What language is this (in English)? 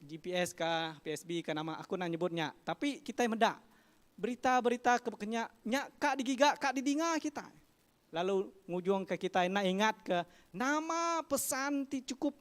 Iban